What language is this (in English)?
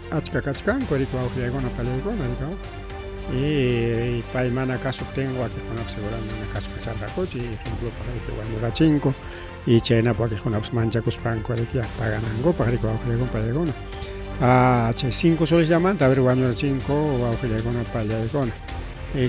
Ayacucho Quechua